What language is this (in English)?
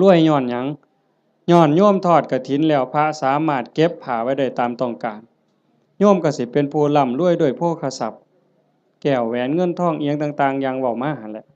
Northeastern Thai